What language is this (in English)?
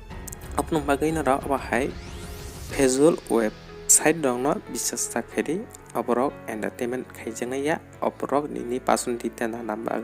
Kok Borok